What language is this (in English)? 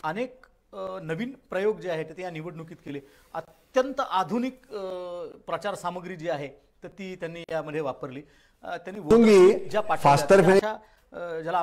Marathi